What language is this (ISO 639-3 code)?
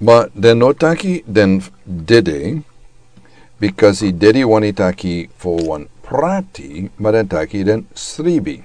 srn